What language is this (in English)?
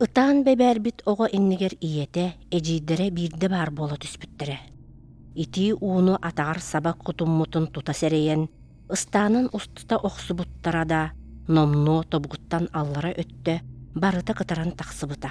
Yakut